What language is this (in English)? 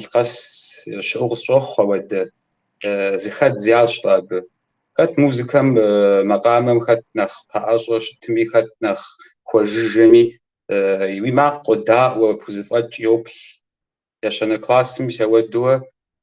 Kabardian